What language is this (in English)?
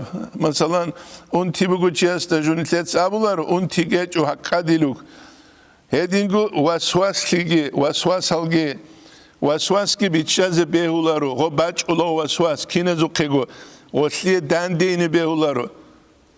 Avaric